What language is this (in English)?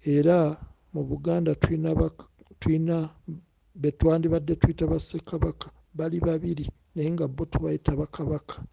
Ganda